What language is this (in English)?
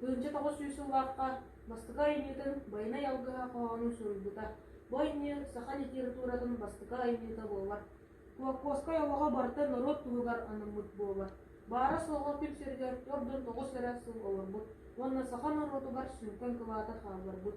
Yakut